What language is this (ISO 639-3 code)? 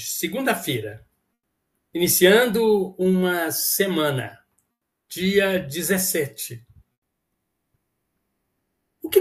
por